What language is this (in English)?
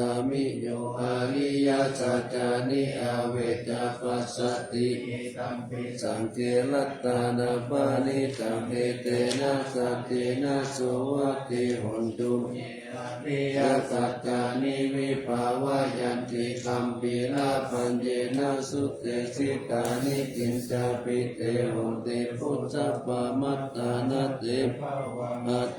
Pali